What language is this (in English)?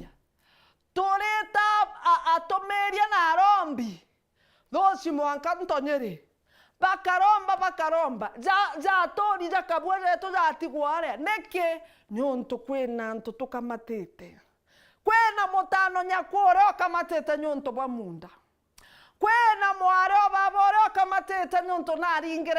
Meru